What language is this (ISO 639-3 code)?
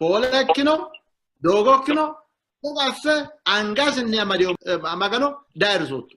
sid